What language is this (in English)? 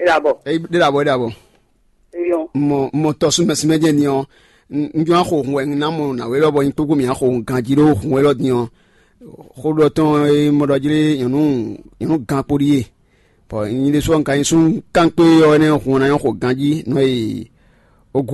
Fon